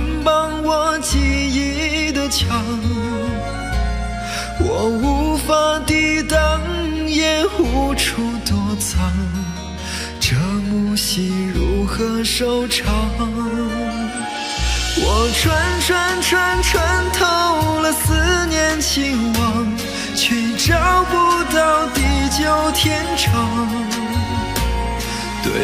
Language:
Chinese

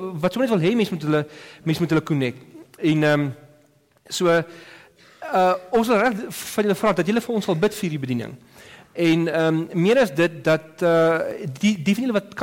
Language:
Afrikaans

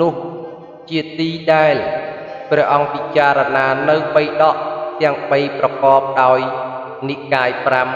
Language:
Khmer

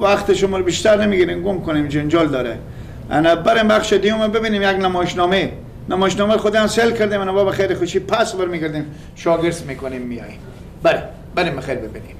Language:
Persian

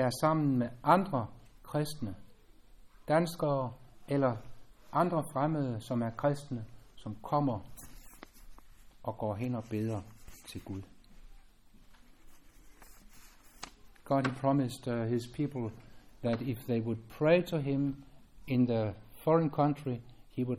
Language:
Danish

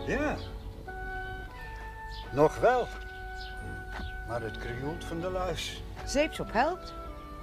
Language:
Dutch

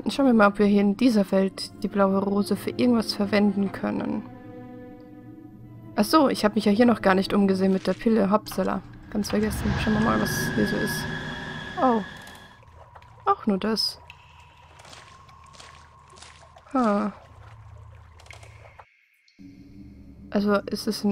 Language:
German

